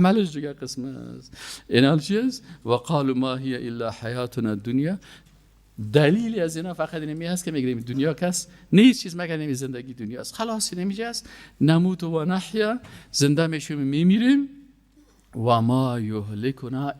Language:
Persian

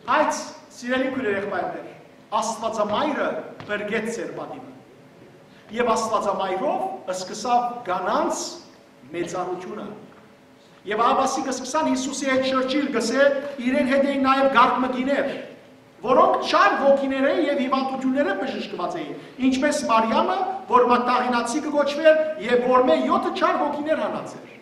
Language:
Western Armenian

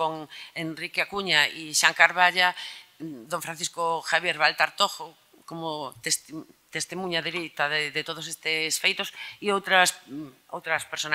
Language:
Galician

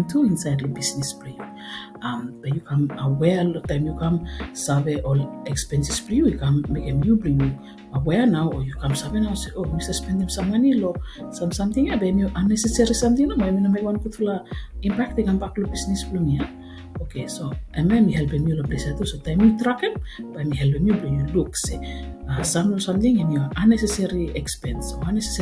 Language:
Bislama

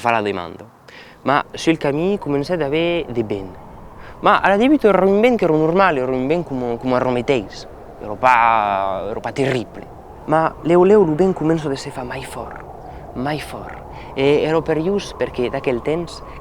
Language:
Occitan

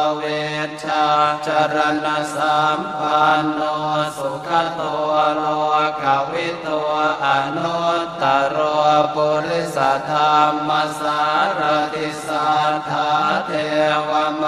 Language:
Pali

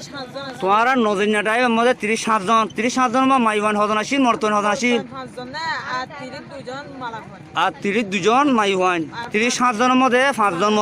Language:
Rohingya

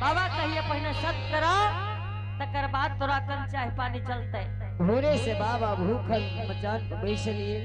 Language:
Angika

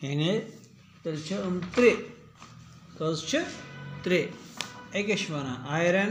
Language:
Kashmiri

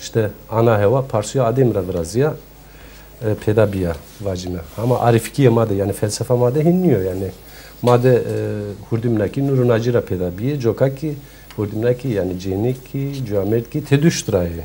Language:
Zaza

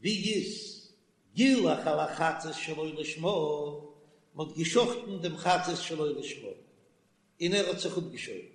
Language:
Yiddish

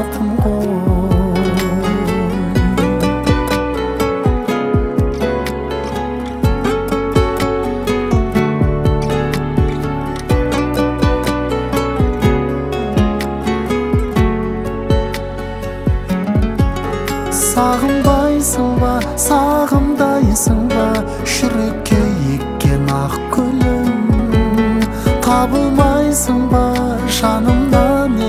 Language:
Kazakh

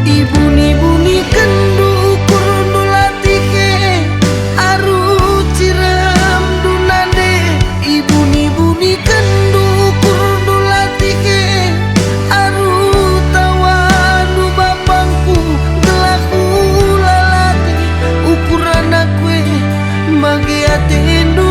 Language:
Batak Karo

